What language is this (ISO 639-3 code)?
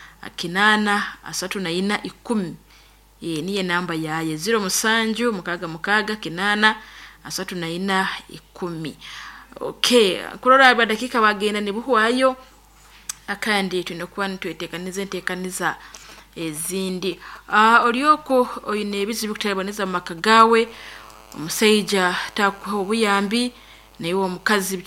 nyo